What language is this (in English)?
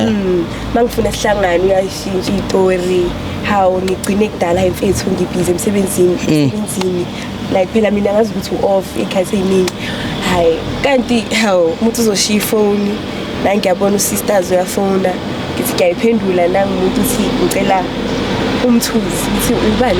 Zulu